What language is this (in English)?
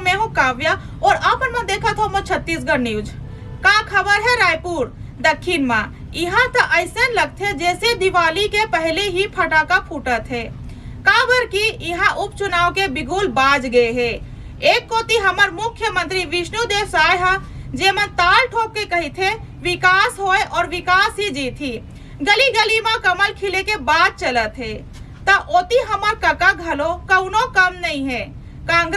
Chhattisgarhi